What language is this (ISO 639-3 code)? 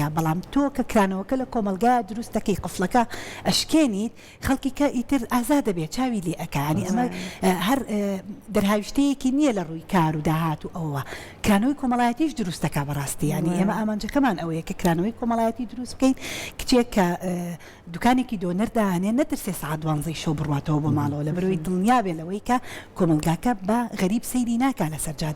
ckb